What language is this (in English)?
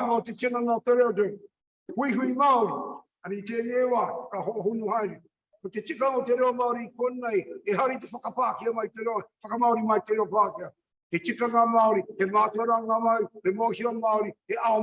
Māori